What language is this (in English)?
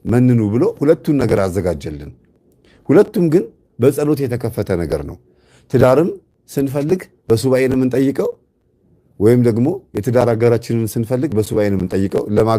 Amharic